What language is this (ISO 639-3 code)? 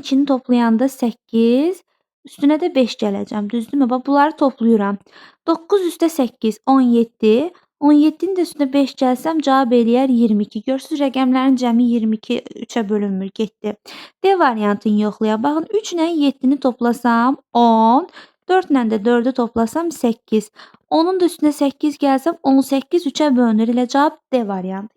aze